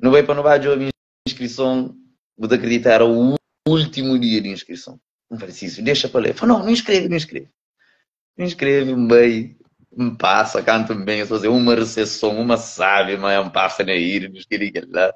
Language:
Kabuverdianu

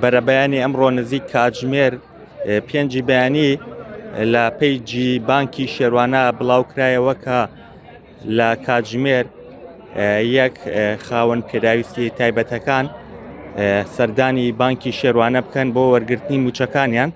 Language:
Central Kurdish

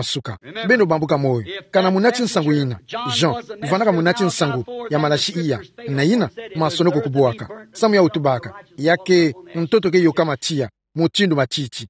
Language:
Kituba (Democratic Republic of Congo)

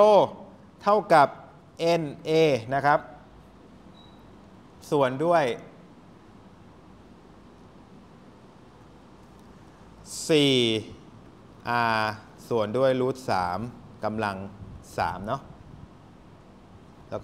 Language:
Thai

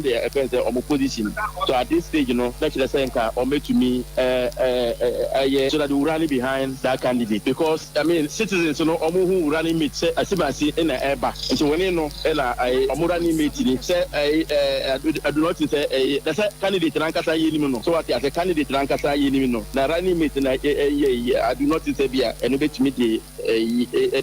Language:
Akan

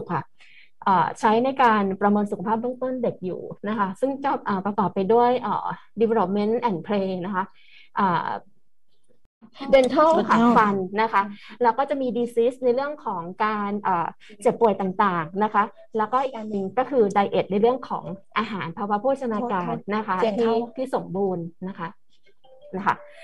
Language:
Thai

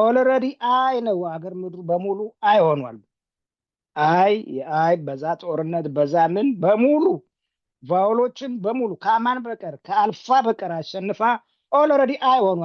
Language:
Amharic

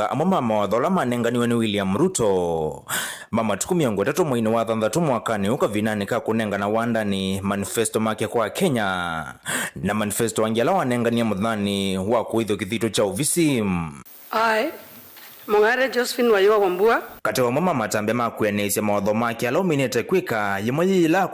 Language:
Kamba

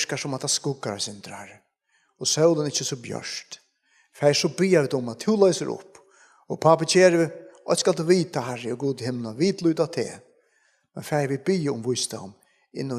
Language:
Faroese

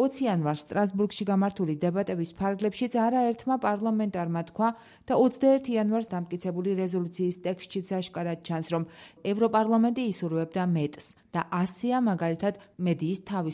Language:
Georgian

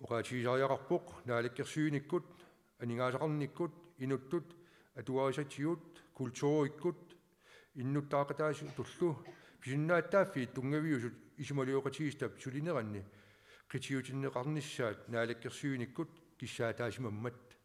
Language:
Kalaallisut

